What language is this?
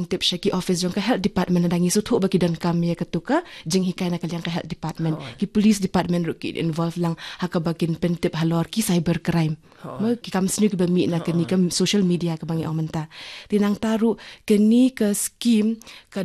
Khasi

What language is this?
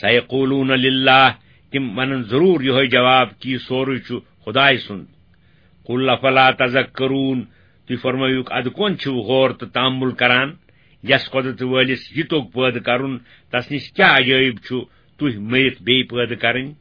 Kashmiri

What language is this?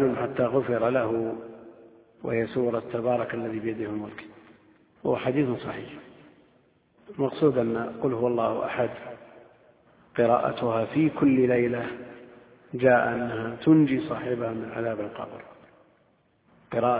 Arabic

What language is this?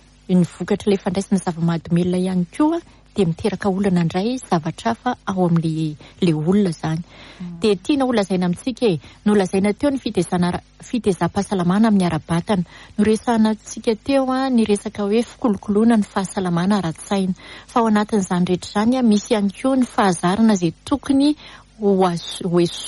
Malagasy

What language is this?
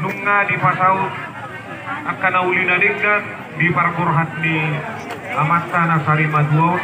Batak Toba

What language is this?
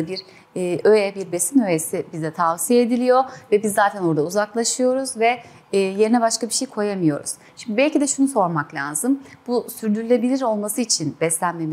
Turkish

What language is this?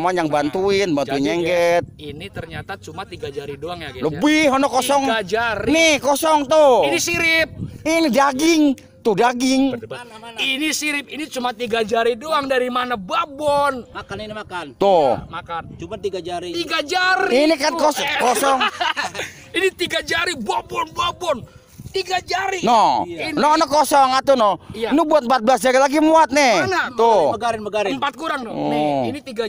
Betawi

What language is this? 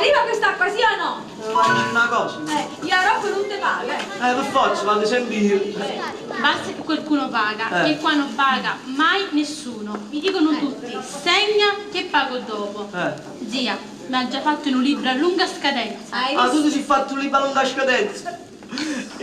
Neapolitan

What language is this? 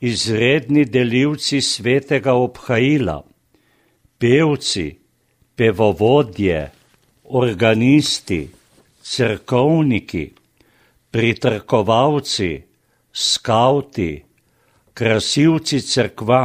Slovenian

